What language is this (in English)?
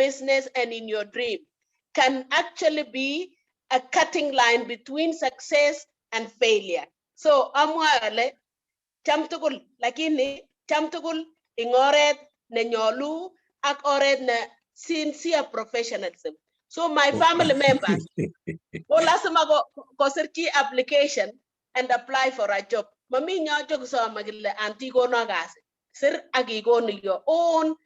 Kalenjin